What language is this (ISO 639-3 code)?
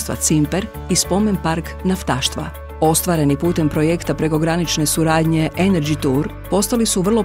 hrv